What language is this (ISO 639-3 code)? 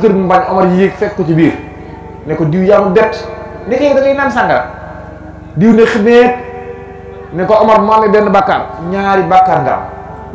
wol